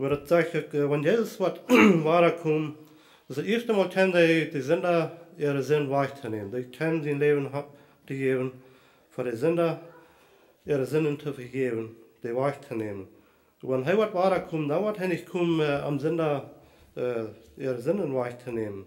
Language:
Plautdietsch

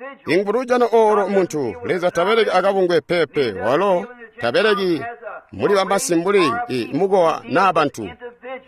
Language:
Tonga (Zambia)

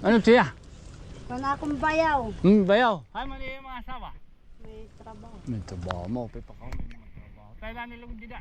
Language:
Waray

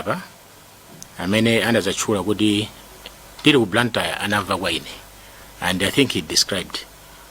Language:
Nyanja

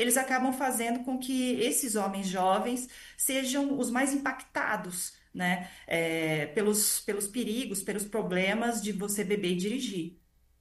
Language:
Portuguese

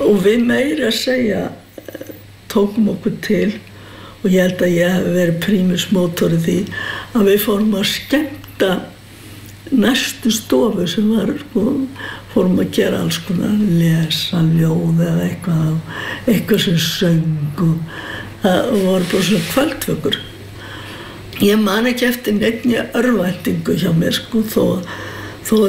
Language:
Icelandic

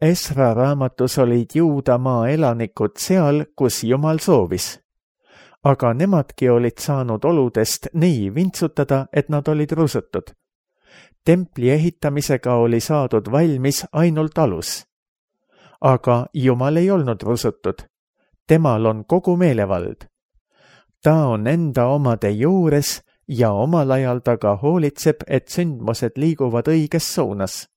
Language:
Estonian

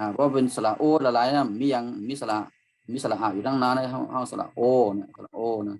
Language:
Shan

